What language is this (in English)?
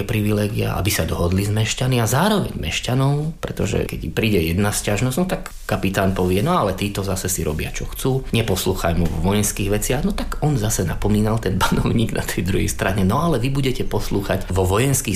Slovak